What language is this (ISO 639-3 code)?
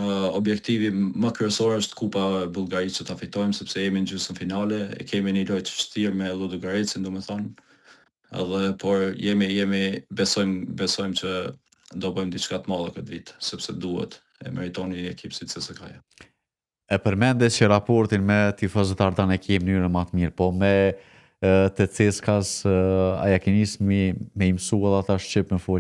sqi